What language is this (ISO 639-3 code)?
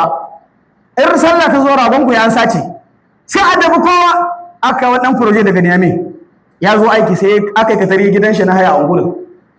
hau